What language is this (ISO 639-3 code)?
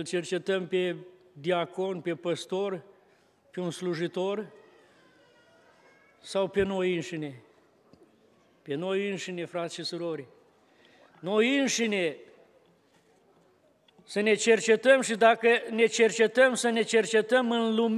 ron